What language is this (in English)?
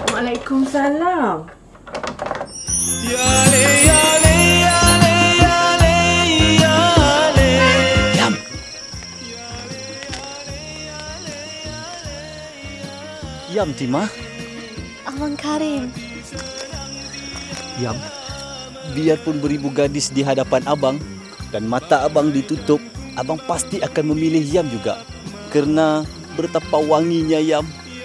Malay